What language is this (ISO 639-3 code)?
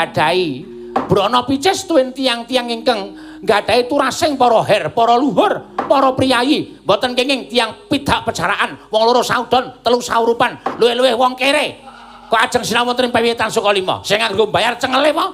jav